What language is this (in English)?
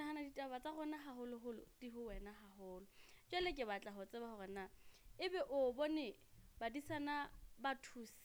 Southern Sotho